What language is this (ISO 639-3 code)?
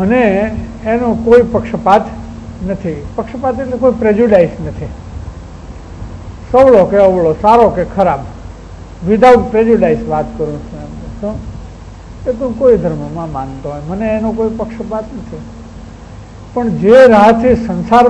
guj